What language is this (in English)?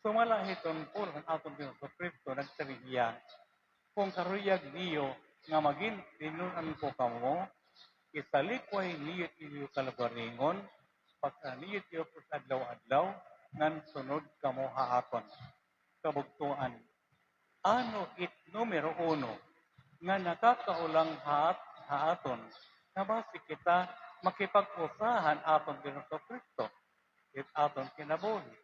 Waray